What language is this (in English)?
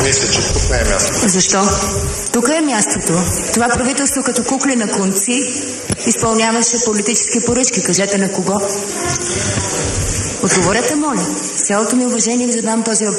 Bulgarian